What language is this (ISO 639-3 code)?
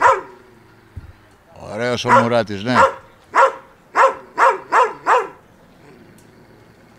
ell